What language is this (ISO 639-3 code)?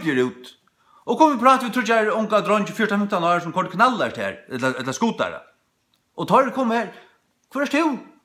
fao